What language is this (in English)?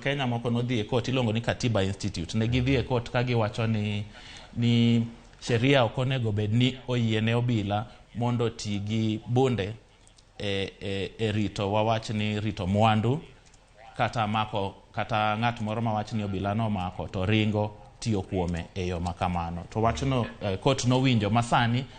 Luo (Kenya and Tanzania)